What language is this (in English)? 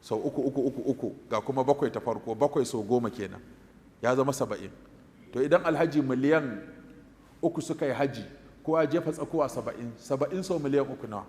Hausa